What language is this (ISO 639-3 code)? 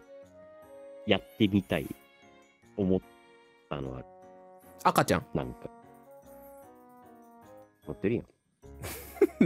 jpn